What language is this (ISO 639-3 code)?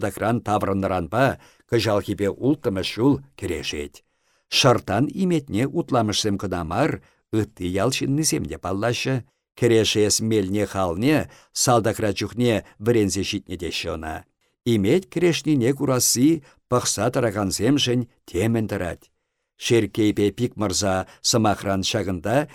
chv